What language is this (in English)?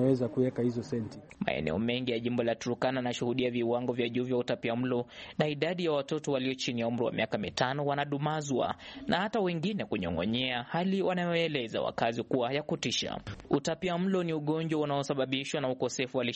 Swahili